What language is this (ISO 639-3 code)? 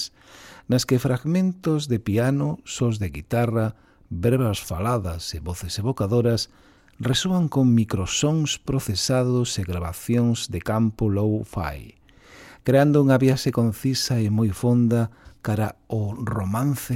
glg